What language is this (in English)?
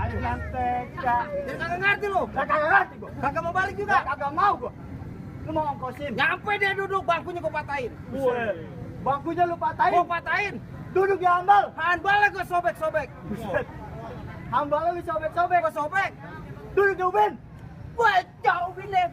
Betawi